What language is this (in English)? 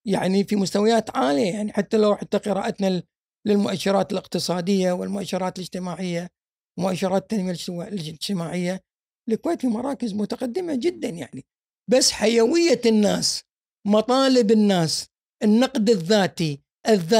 Gulf Arabic